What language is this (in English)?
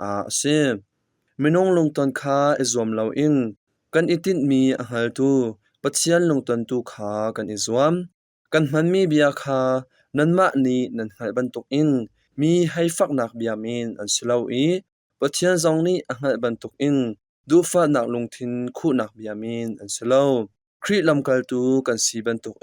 Hakha Chin